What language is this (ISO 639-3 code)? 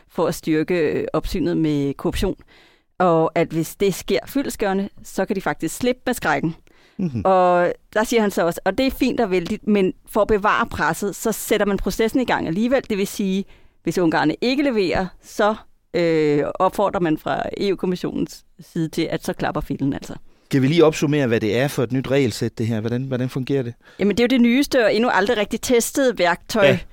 dan